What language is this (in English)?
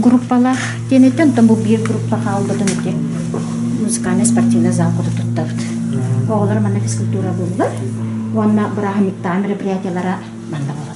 Yakut